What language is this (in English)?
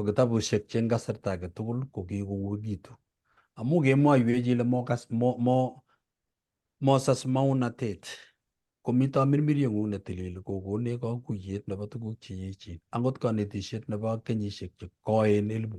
Kalenjin